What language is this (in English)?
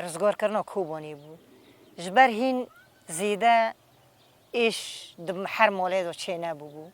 Kurdish